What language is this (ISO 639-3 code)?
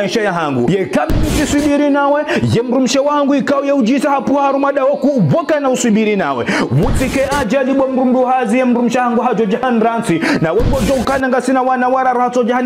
zdj